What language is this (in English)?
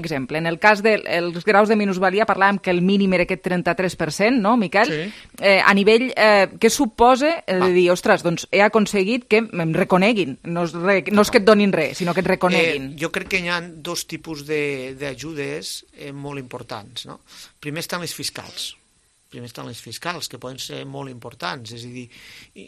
Catalan